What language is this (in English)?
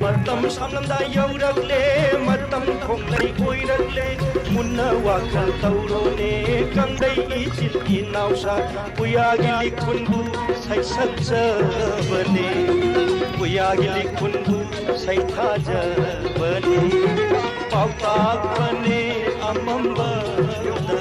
Manipuri